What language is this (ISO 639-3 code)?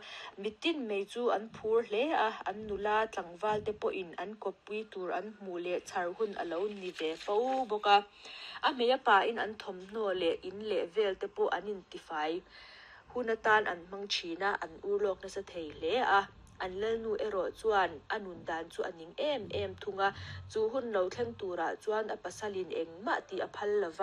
lus